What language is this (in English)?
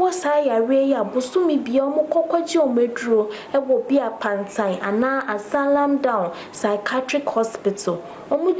Akan